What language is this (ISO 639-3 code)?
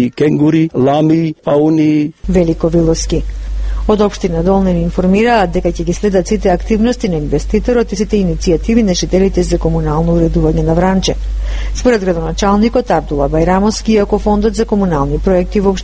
mkd